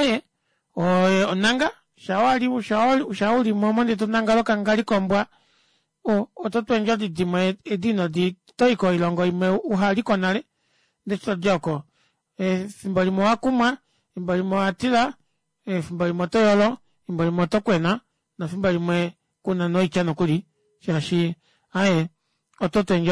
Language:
Kuanyama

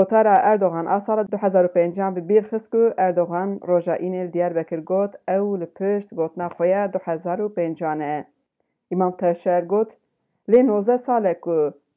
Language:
Kurdish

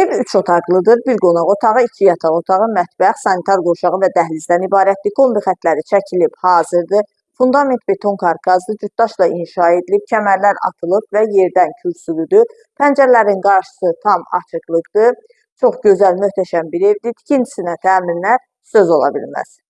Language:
Azerbaijani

